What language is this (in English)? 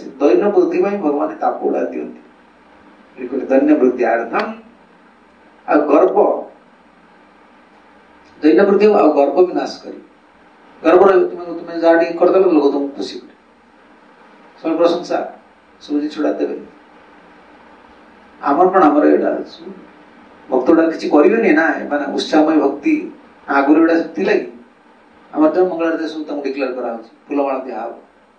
Odia